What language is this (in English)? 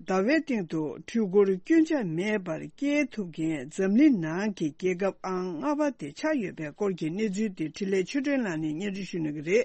Tibetan